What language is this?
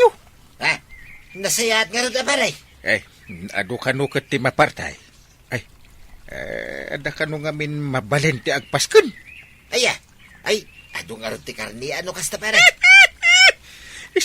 Iloko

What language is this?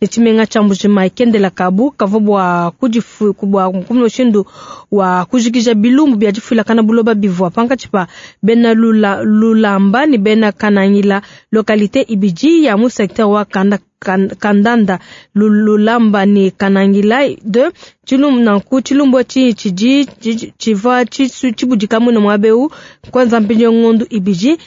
Luba-Lulua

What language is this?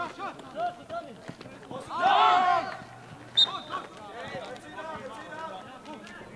Swedish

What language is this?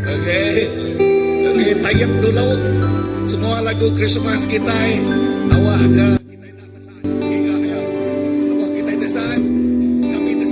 Iban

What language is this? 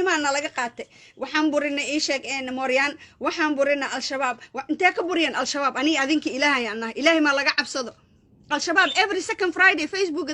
Somali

